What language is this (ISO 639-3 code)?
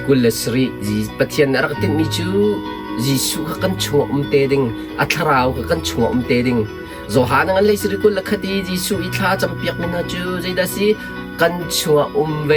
cnh